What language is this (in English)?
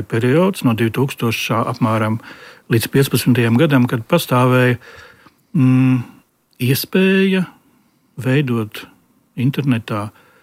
Latvian